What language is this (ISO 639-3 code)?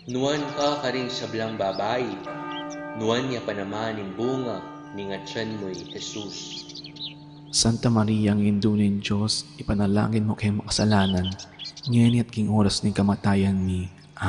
pam